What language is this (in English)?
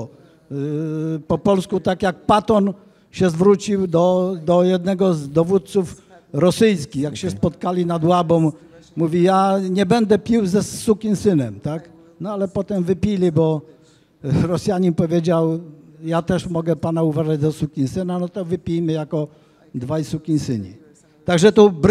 Polish